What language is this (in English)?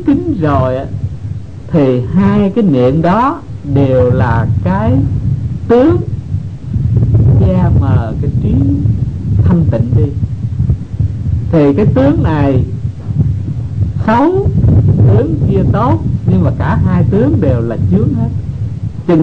Vietnamese